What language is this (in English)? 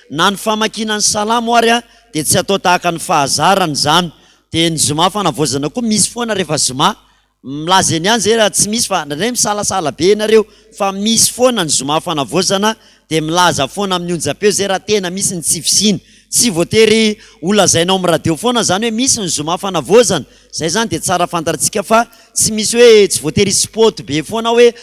Malagasy